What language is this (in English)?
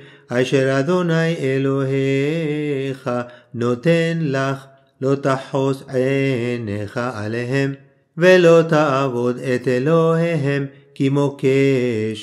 Hebrew